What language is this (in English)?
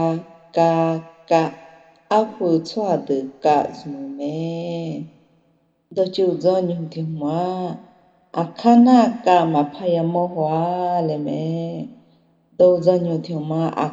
Akha